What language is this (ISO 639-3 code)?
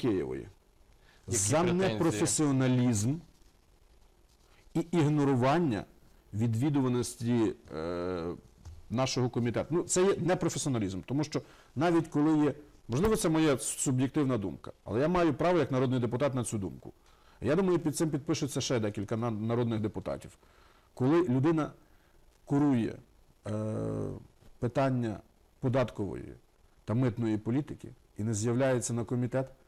ukr